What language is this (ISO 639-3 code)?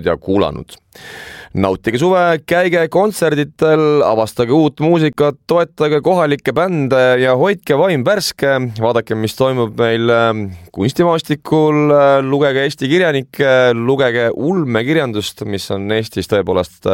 est